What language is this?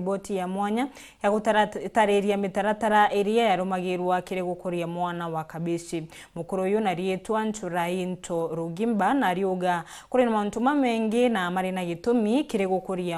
Meru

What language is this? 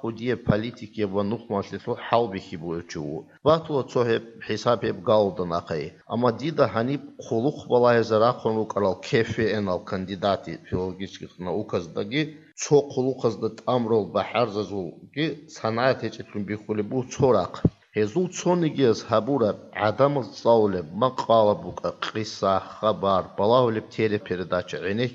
Avaric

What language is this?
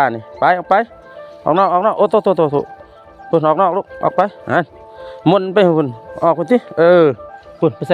Lao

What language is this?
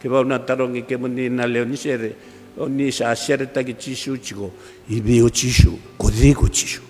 Fijian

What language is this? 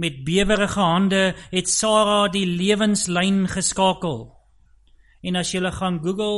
Afrikaans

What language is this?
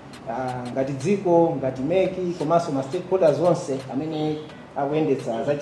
Nyanja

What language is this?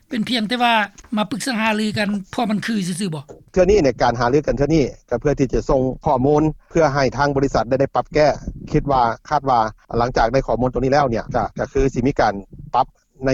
Lao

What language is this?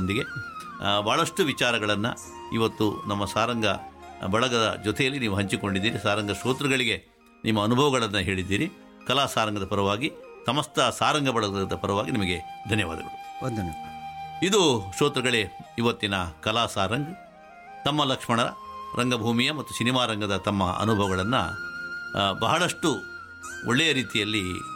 Kannada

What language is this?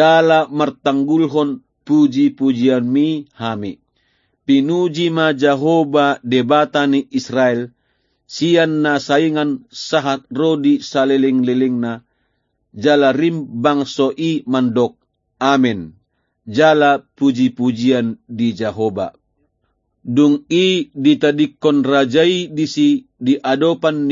Batak Toba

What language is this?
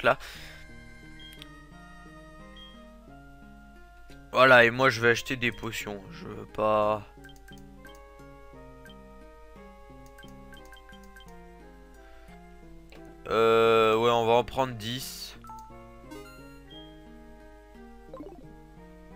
French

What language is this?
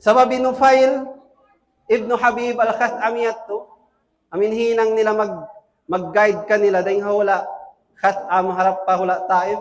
Tausug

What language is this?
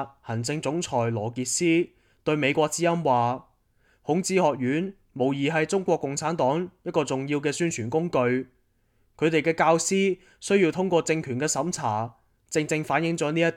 Cantonese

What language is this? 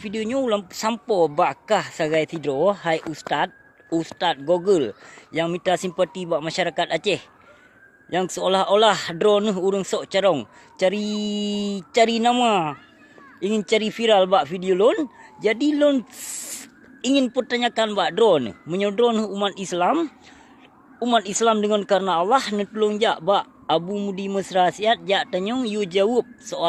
Achinese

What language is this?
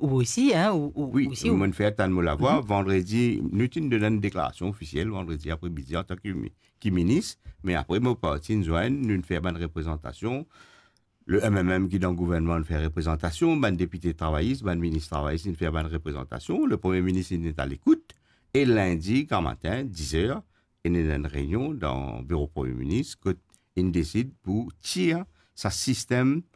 Morisyen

